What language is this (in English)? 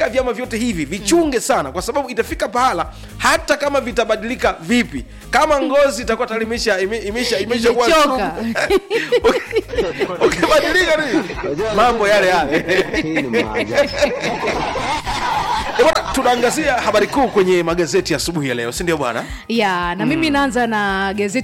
Swahili